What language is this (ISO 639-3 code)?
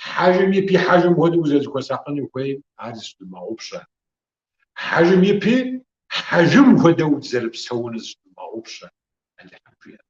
kbd